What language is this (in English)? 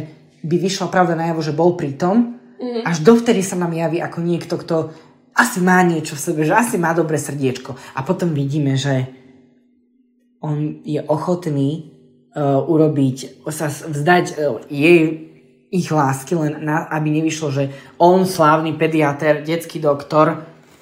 Slovak